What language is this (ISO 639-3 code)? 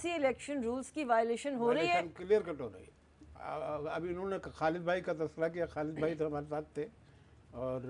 urd